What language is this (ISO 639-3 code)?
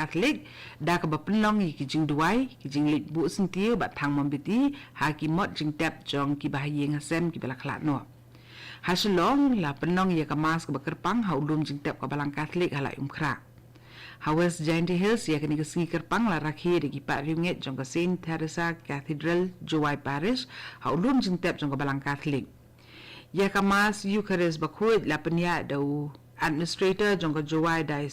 kha